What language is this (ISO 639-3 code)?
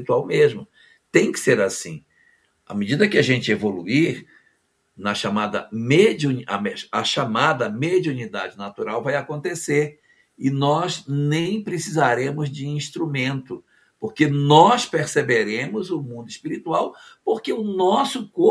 por